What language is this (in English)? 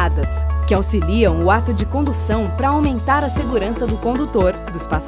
Portuguese